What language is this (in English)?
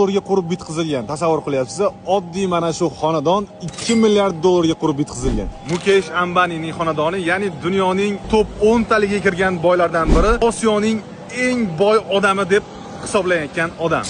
Uzbek